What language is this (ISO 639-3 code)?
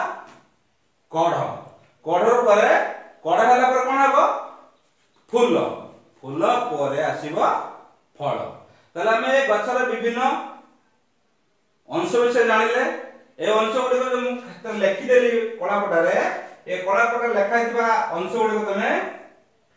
ori